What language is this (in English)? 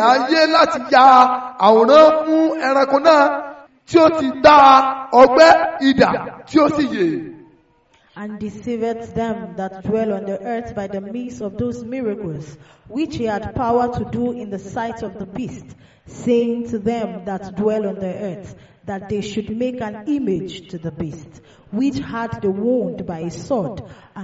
Yoruba